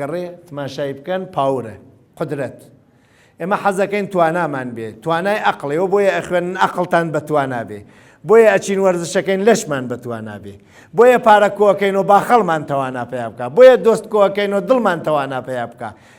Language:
Central Kurdish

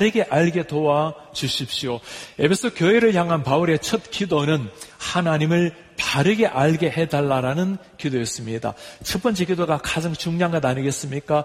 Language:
Korean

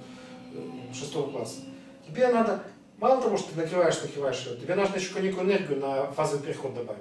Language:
Russian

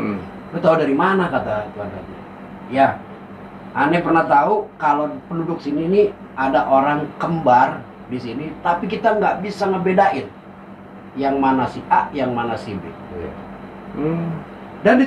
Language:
Betawi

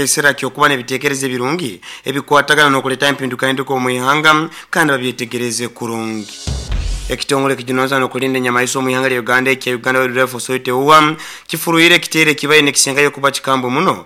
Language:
Nyoro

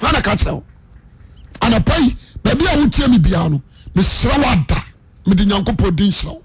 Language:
Akan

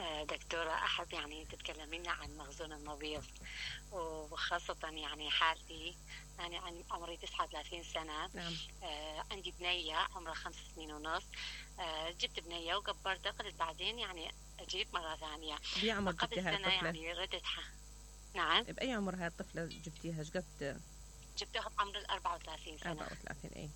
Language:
Mesopotamian Arabic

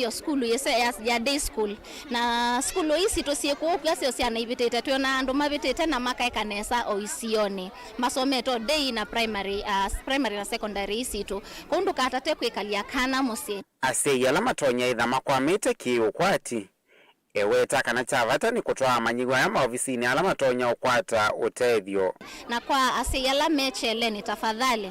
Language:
Kamba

